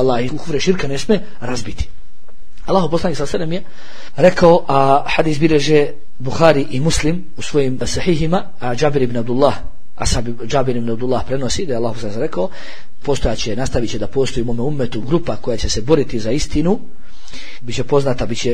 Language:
Bosnian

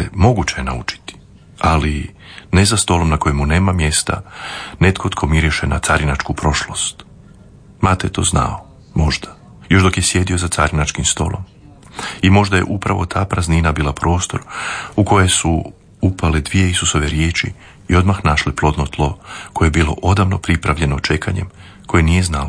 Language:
Croatian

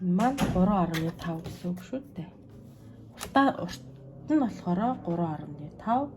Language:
Mongolian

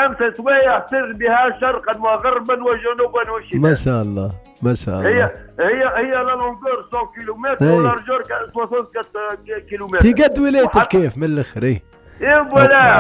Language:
Tunisian Arabic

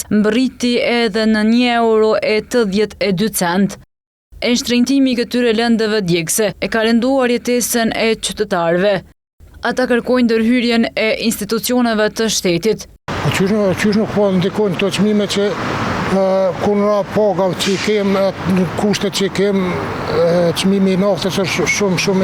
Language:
Albanian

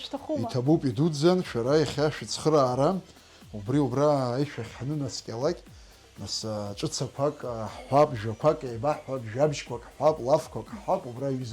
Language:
Abkhazian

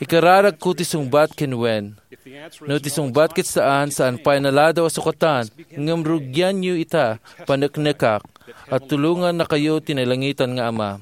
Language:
Iloko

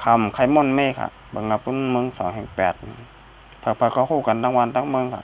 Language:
Shan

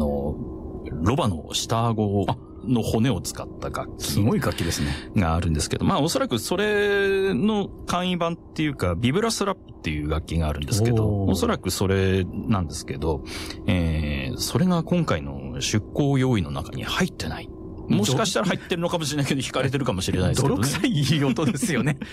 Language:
Japanese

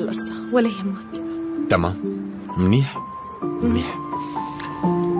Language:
North Levantine Arabic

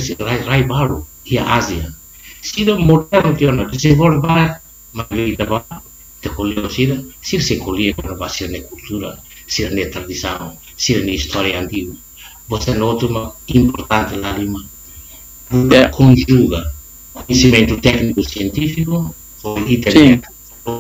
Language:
Tetum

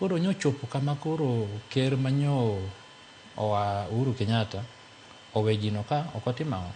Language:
Luo (Kenya and Tanzania)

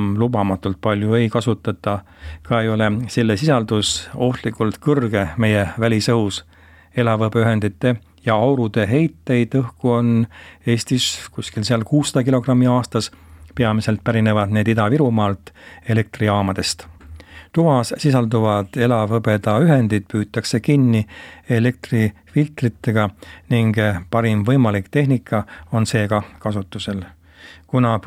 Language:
Estonian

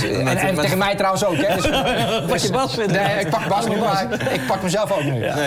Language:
Dutch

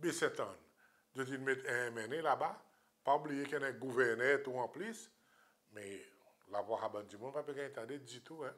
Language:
Seselwa Creole French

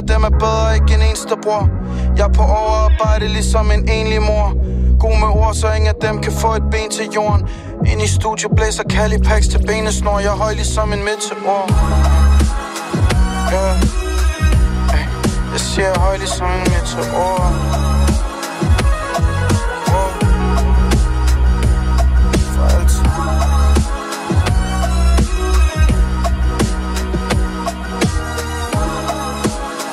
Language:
Danish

